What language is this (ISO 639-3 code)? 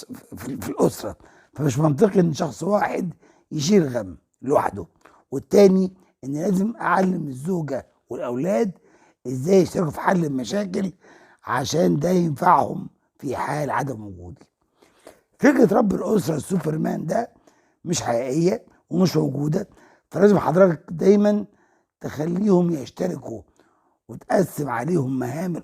arz